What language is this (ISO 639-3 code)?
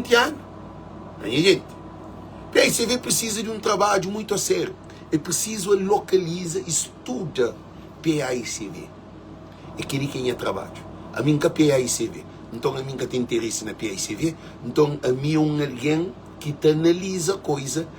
kea